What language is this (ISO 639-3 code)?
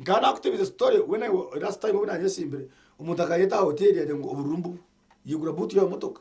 nyn